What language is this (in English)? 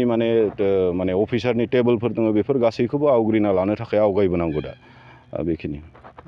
Bodo